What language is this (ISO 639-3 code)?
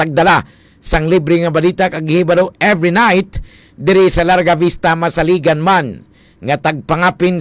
hil